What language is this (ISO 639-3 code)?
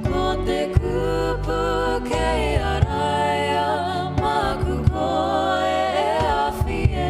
mri